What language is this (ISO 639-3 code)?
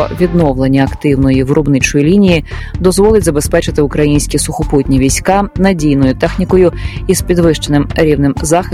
ukr